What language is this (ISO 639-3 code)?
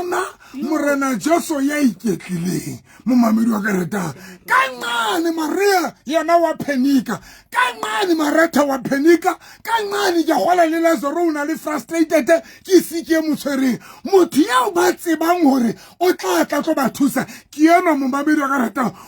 sot